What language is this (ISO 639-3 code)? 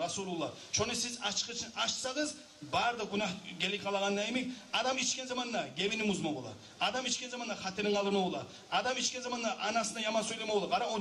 kum